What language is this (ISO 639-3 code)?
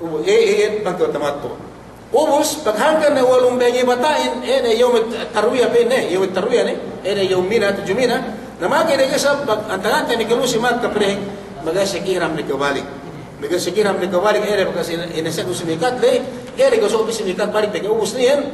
yka